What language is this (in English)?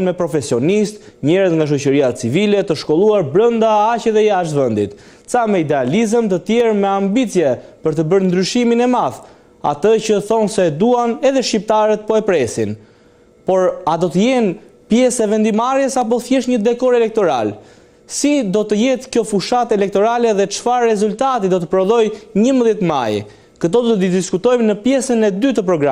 Albanian